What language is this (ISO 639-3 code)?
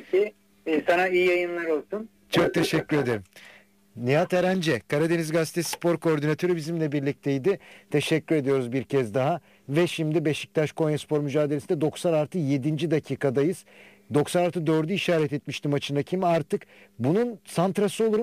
tur